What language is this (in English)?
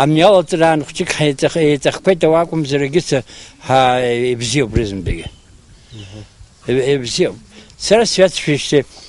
Abkhazian